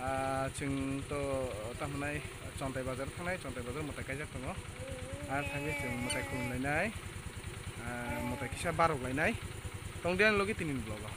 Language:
Kok Borok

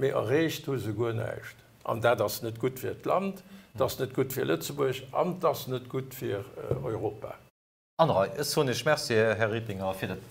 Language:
Luxembourgish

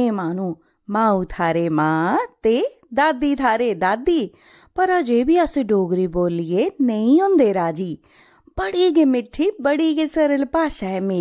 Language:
Dogri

